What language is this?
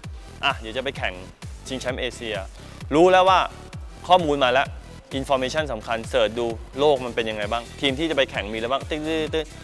Thai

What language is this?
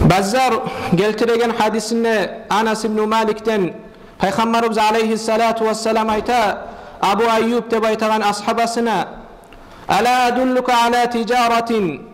Kumyk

